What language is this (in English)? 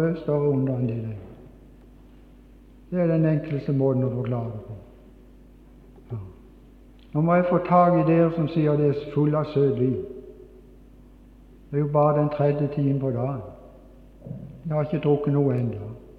Norwegian